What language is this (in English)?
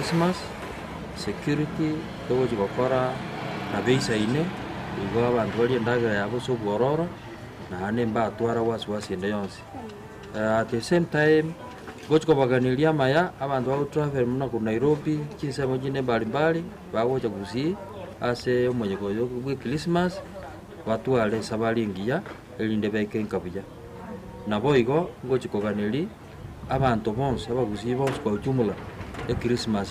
Gusii